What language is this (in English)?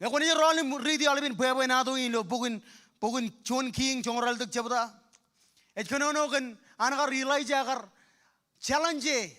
Marshallese